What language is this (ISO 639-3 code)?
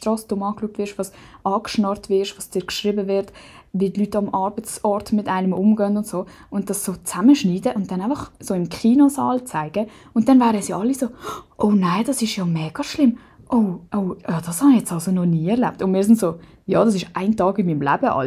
gsw